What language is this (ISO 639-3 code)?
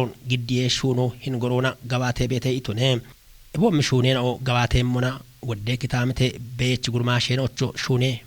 kbr